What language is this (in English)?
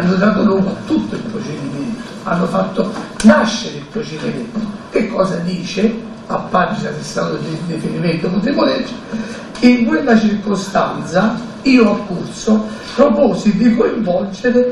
Italian